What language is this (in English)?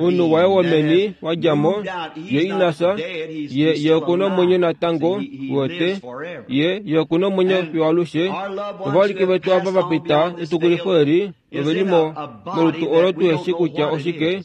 Kuanyama